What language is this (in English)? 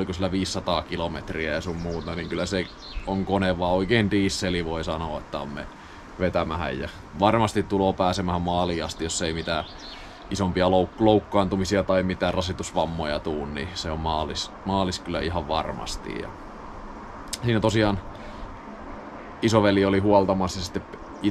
Finnish